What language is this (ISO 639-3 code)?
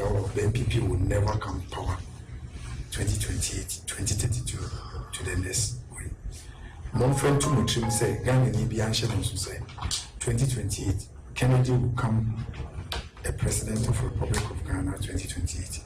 aka